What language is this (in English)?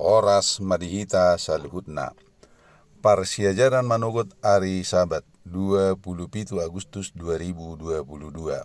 Batak Toba